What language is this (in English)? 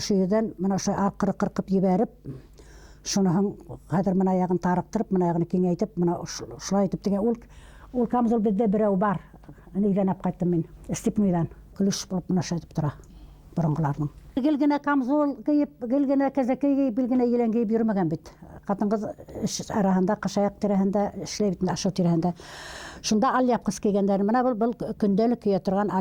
Bashkir